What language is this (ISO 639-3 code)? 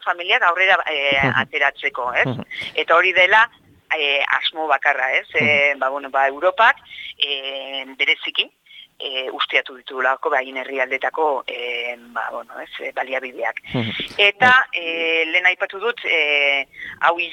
eus